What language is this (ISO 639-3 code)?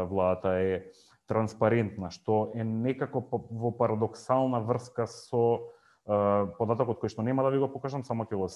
mkd